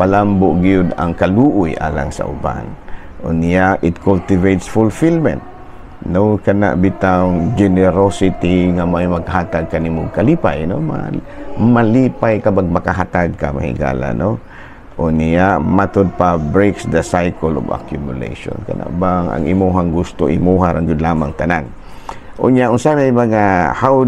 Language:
Cebuano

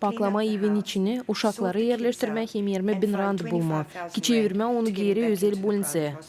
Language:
Gagauz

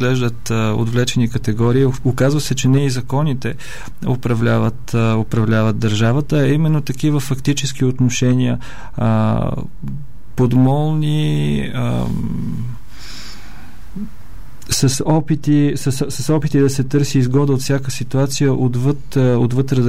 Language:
Bulgarian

